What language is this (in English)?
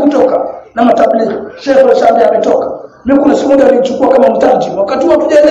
Swahili